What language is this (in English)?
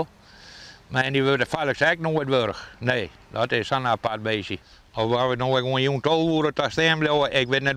Western Frisian